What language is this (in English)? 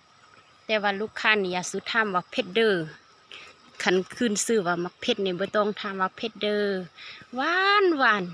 Lao